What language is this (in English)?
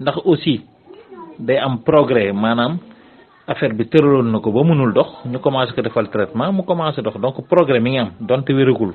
Wolof